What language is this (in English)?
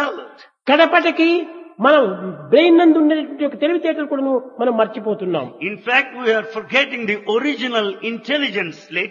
Telugu